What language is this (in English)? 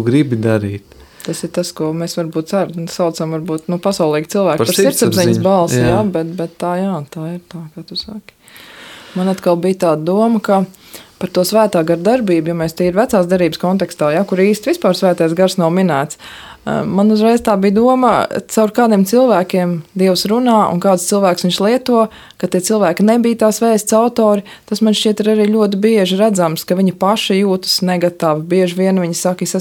Latvian